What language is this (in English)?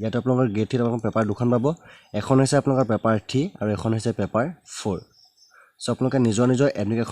Assamese